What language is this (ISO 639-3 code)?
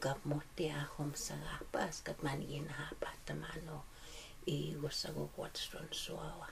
crk